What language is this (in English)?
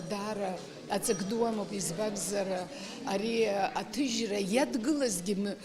Abkhazian